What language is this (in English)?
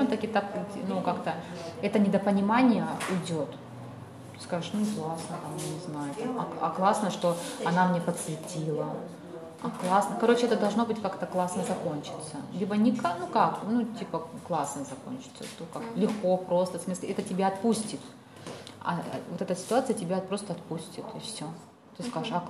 Russian